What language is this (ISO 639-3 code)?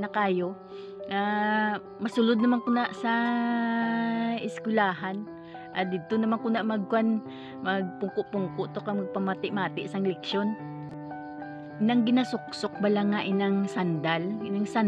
hil